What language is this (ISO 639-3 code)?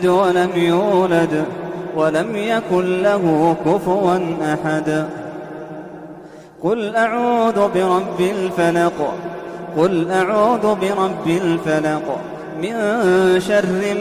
ara